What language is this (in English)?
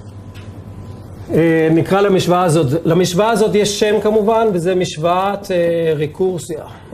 Hebrew